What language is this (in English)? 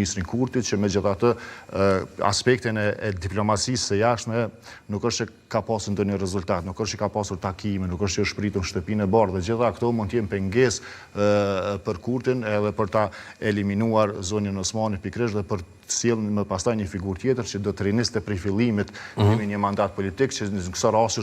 Albanian